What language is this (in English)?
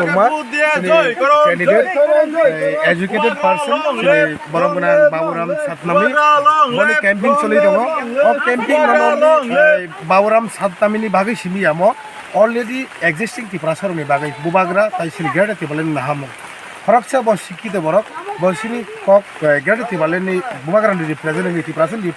Kok Borok